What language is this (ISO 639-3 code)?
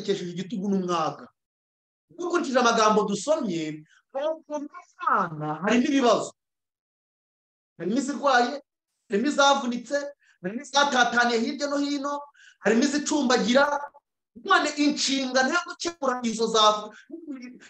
kin